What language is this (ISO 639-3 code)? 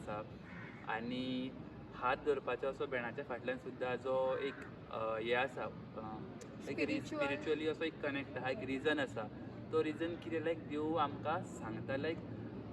kok